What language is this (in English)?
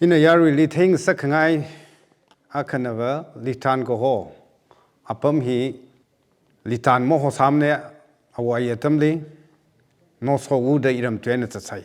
Tangkhul Naga (India)